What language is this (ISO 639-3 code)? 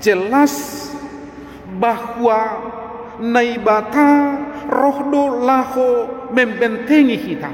bts